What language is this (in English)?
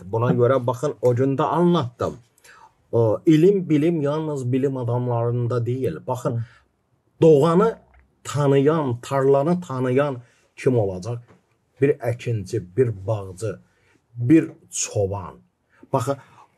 Gagauz